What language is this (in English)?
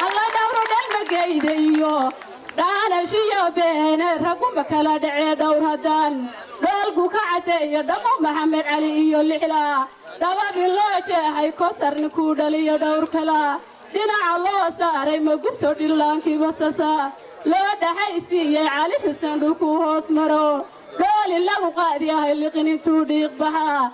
Somali